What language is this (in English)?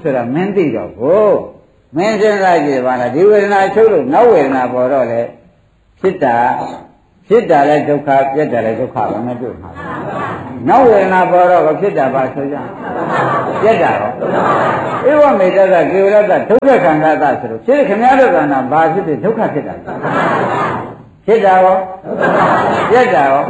Burmese